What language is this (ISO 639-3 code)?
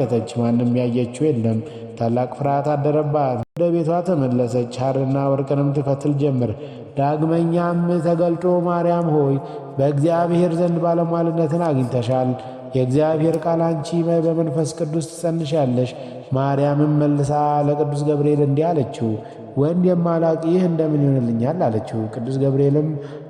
amh